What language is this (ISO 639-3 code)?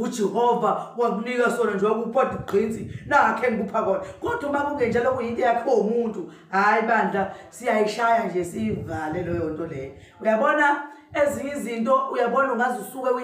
zul